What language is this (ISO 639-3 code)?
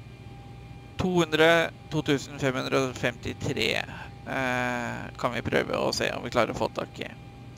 nor